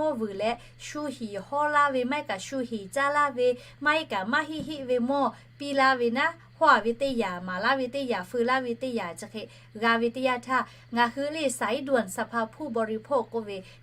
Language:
Lahu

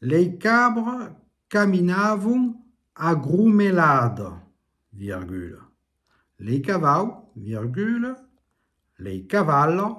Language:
Occitan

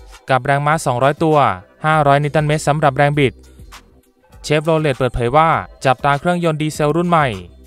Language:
Thai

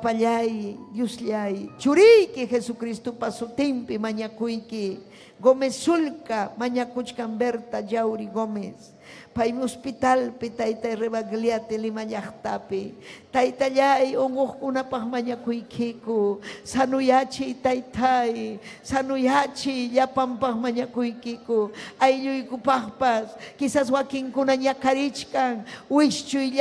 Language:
Ayacucho Quechua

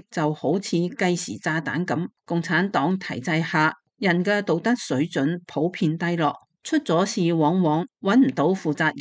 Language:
Cantonese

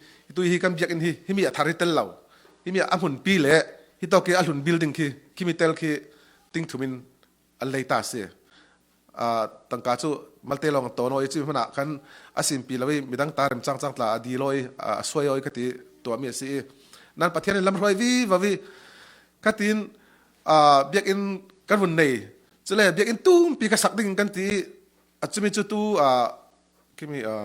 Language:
Falam Chin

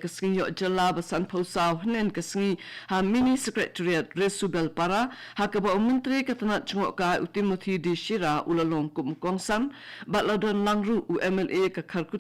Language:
Khasi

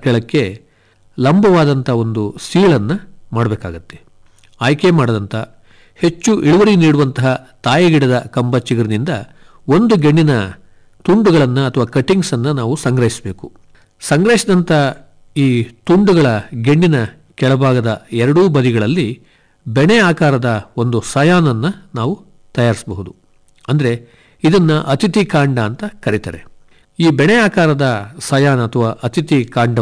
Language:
Kannada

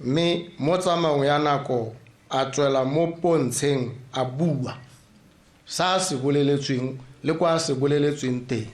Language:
Tswana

